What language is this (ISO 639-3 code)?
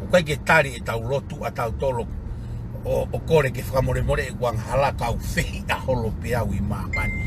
ton